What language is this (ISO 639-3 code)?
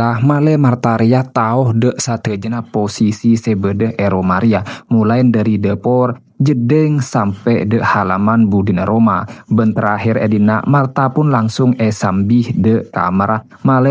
mad